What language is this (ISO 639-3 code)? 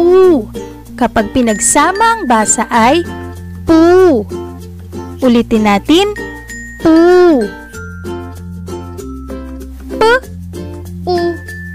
fil